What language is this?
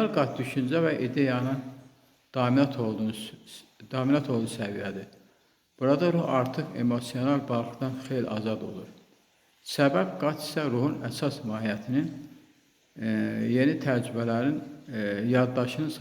Azerbaijani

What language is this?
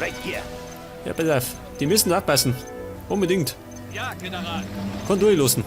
Bavarian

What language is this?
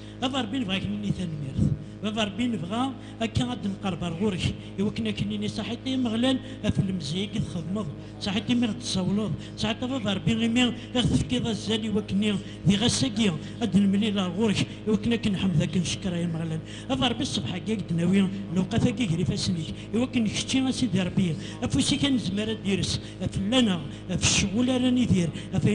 Kabyle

